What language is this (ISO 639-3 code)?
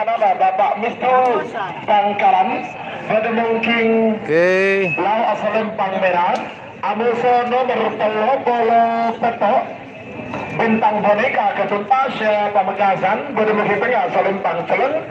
mad